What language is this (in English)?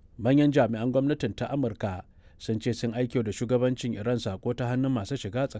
Hausa